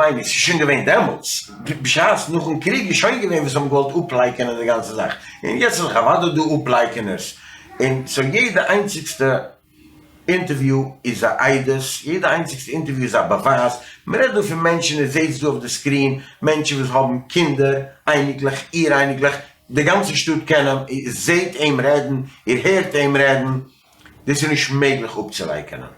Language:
Yiddish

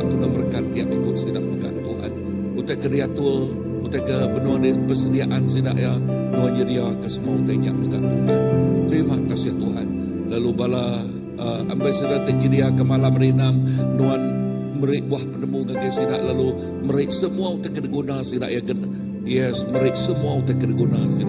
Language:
Iban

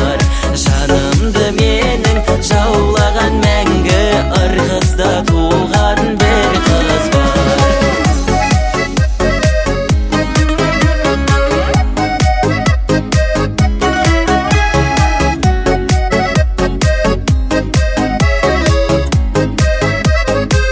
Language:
Kazakh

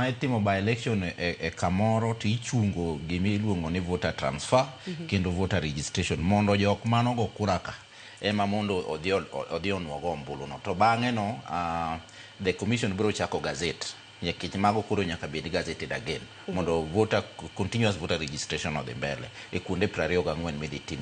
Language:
Luo (Kenya and Tanzania)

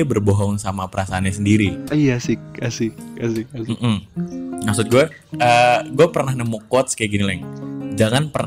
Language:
Indonesian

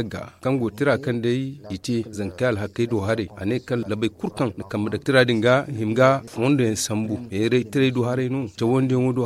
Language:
Zarma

